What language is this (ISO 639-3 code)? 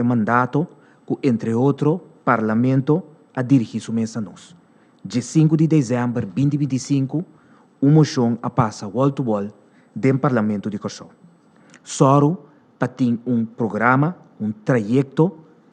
pap